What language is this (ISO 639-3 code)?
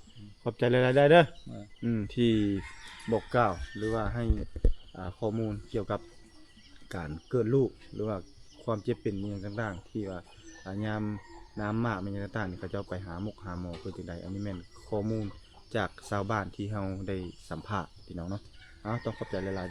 lao